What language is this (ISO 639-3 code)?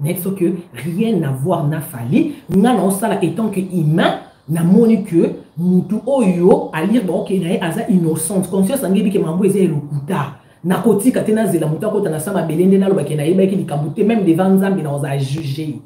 lin